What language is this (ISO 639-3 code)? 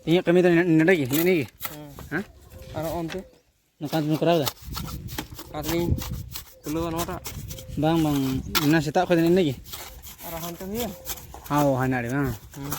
sat